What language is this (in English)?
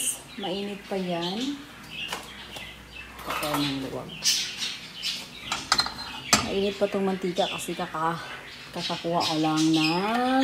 Filipino